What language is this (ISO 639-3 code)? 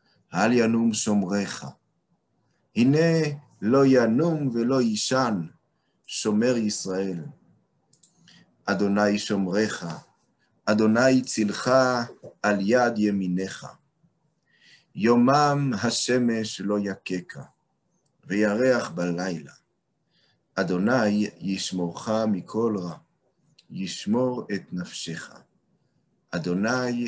heb